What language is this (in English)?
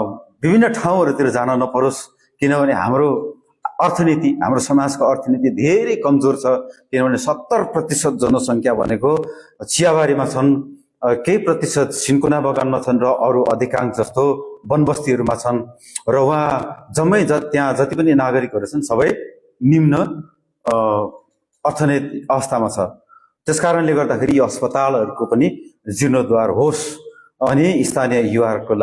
Nepali